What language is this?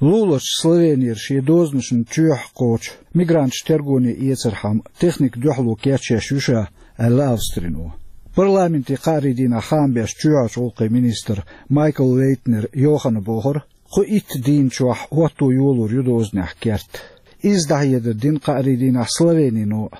Chechen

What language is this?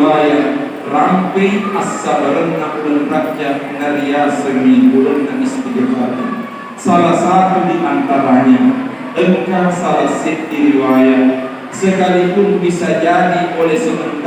Buginese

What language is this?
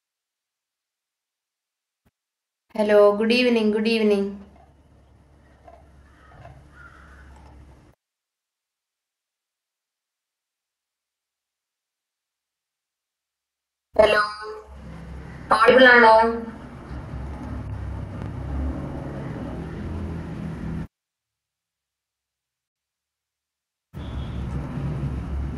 Malayalam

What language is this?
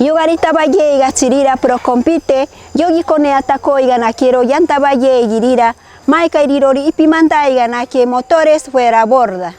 Machiguenga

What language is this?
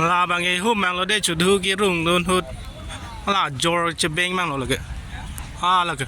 Karbi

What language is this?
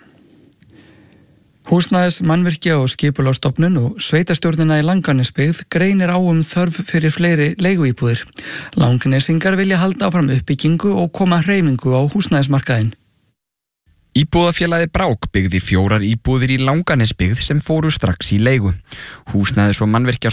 Icelandic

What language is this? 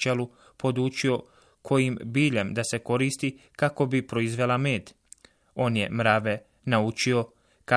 Bosnian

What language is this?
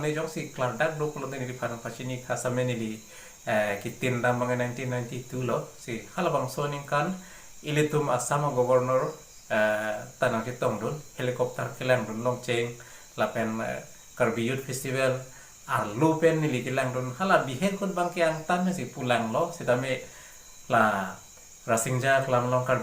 Karbi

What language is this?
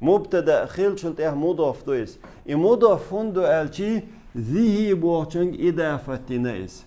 Chechen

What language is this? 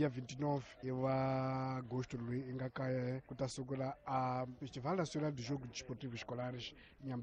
Tsonga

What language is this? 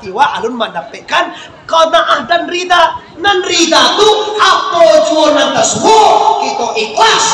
Minangkabau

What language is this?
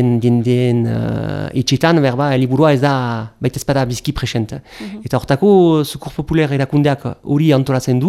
Basque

